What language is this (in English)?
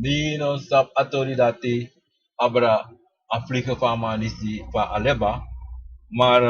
Sranan Tongo